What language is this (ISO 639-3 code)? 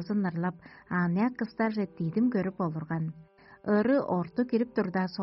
tyv